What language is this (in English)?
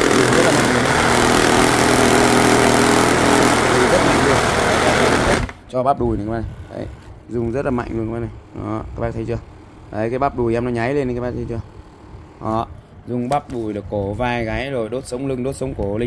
Vietnamese